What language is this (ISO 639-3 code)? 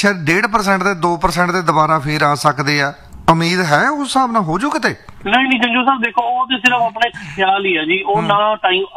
pan